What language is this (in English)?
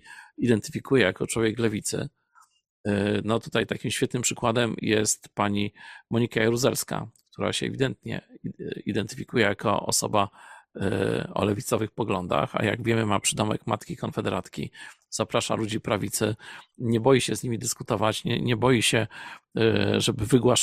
Polish